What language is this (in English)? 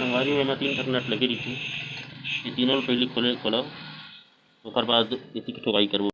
Chhattisgarhi